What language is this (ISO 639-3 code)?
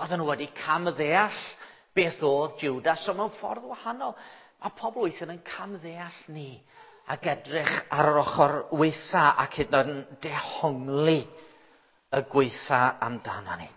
cym